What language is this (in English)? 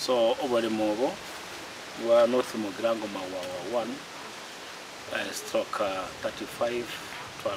Gusii